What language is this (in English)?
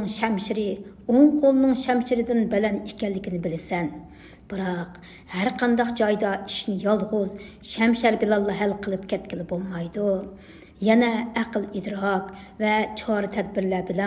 Uyghur